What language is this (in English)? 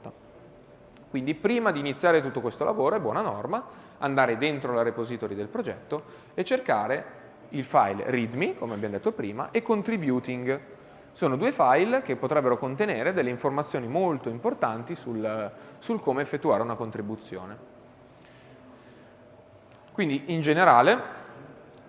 Italian